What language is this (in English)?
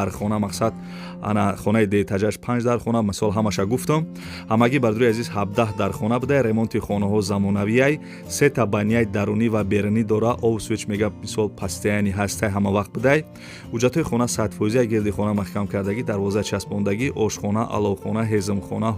Tajik